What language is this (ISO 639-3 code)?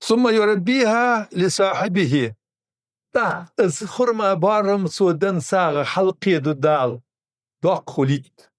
inh